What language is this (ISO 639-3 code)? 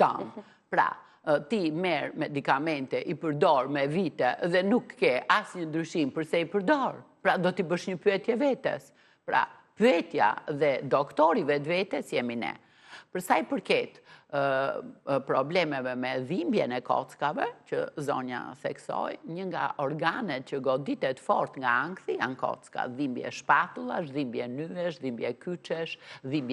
sqi